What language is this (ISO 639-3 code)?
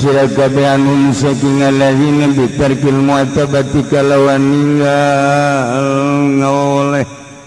sun